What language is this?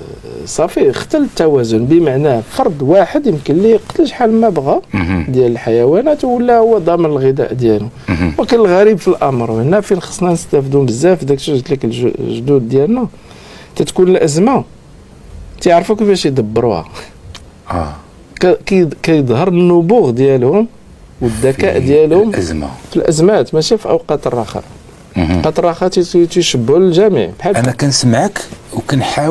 Moroccan Arabic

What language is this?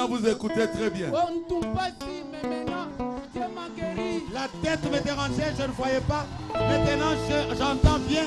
French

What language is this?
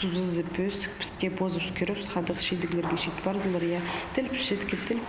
Khakas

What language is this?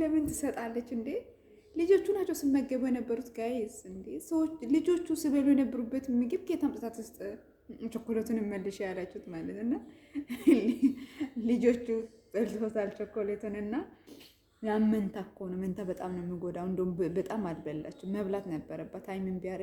Amharic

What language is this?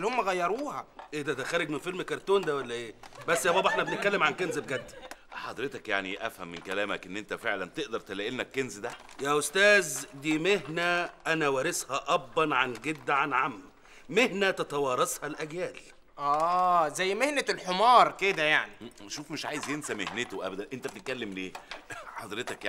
Egyptian Arabic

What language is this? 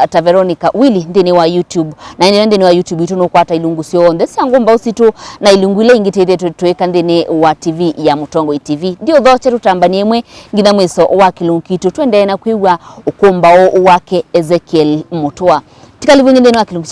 Kamba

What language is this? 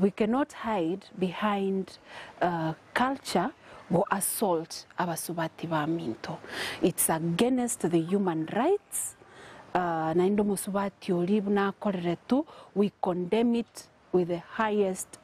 Gusii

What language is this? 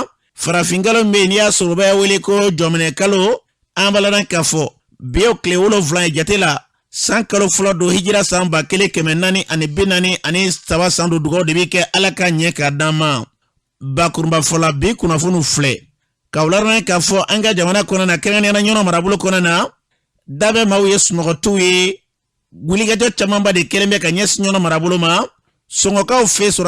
Bambara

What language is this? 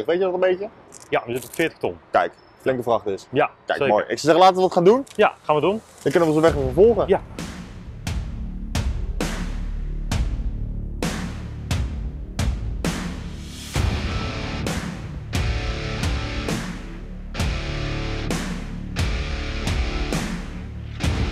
Dutch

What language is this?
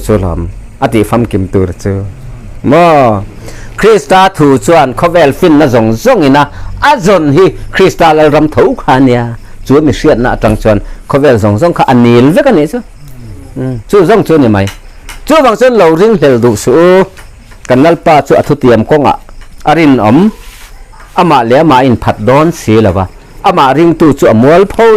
Mizo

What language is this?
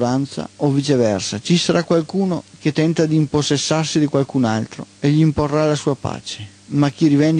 Italian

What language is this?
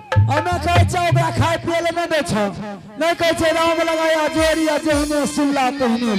Angika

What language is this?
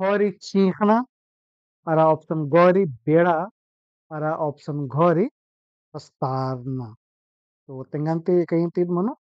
Kurukh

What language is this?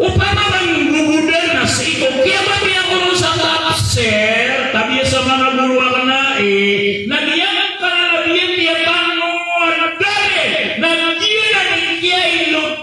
Maranao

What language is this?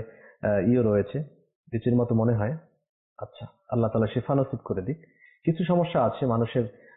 Bangla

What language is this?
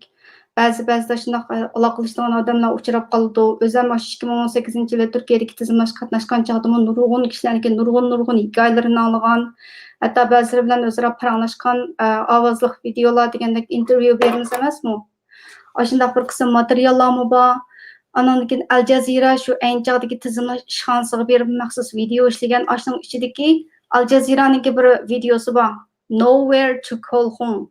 Uyghur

